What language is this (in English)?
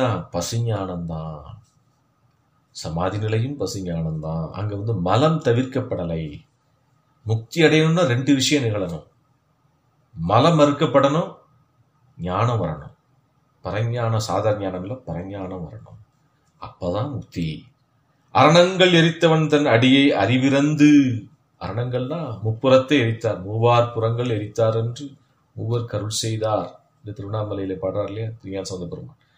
Tamil